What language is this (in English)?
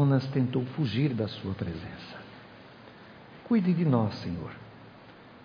Portuguese